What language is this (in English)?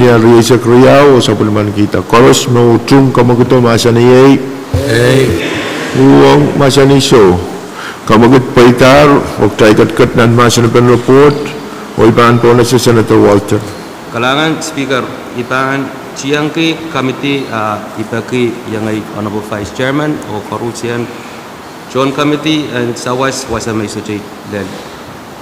Pohnpeian